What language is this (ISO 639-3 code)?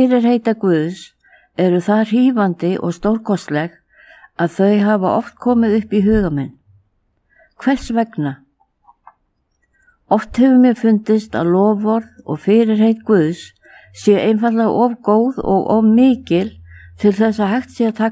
isl